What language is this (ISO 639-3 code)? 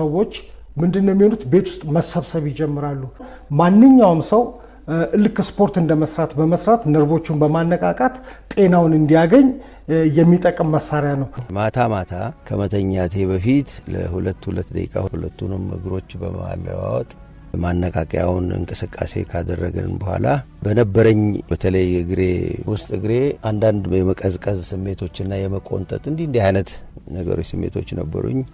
amh